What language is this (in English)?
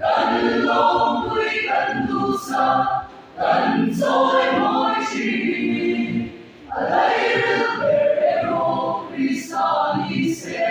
Mizo